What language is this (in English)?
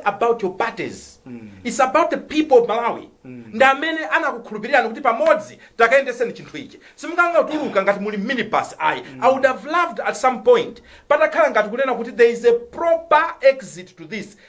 Nyanja